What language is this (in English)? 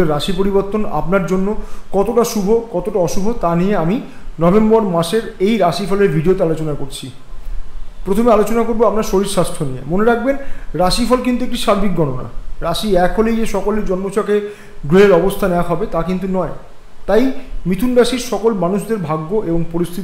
Bangla